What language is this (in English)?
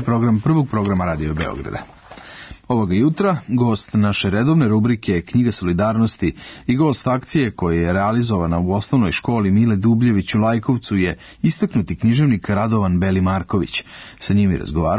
Serbian